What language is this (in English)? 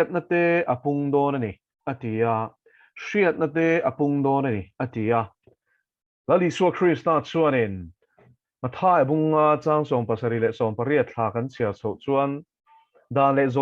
Mizo